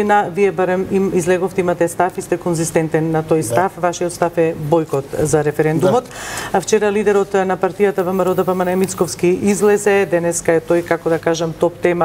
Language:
Macedonian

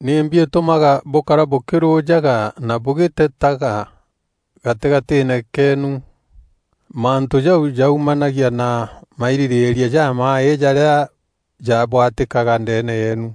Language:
Meru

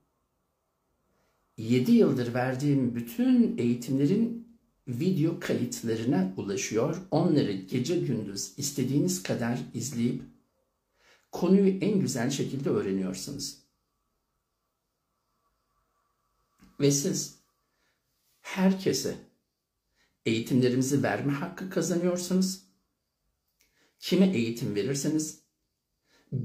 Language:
Turkish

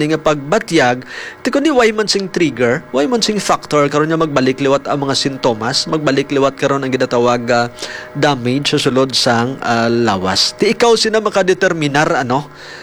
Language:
Hiligaynon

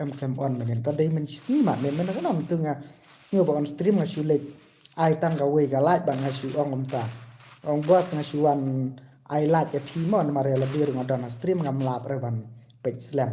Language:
Khasi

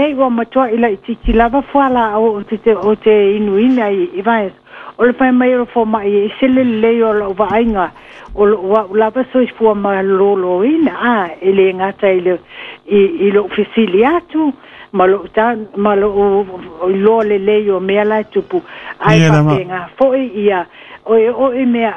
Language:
Samoan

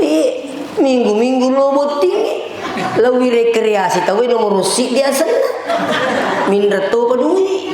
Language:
Buginese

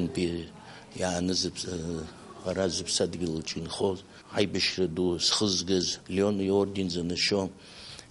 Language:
Abkhazian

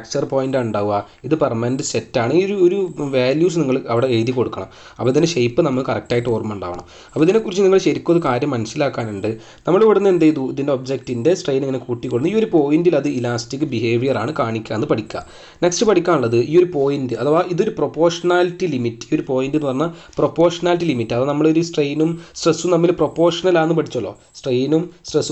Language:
Malayalam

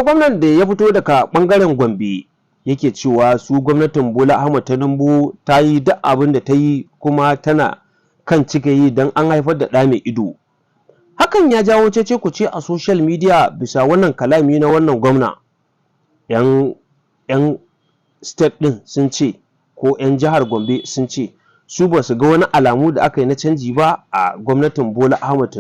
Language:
Hausa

